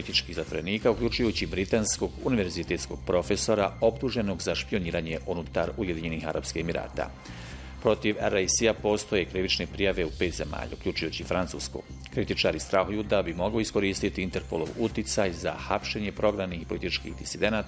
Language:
Bosnian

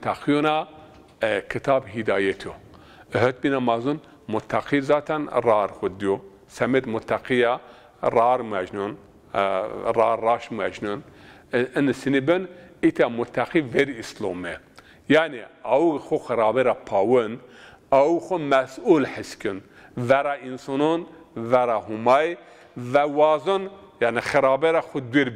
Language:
Zaza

